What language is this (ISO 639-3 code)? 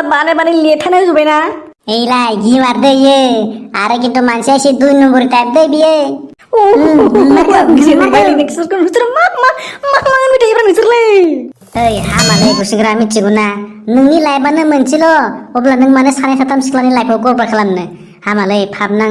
brx